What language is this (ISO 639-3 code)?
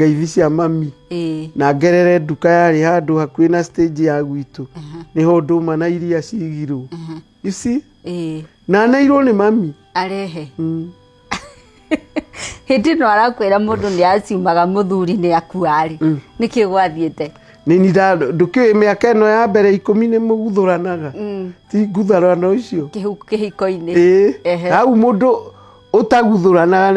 kik